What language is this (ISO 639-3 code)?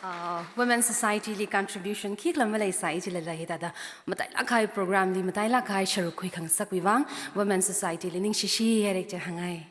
nmf